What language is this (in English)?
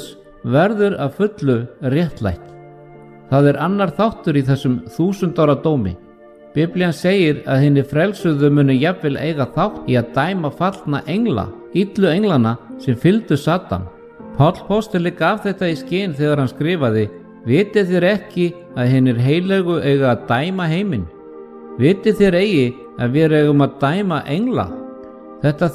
Icelandic